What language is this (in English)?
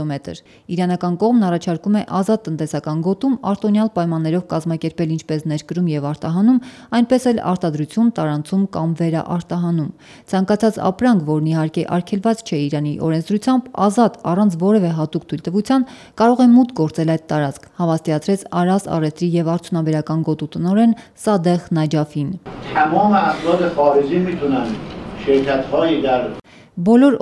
Armenian